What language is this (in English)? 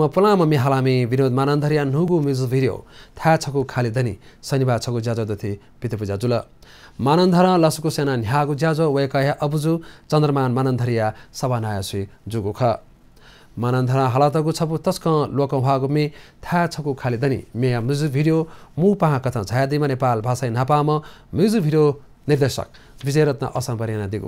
Newari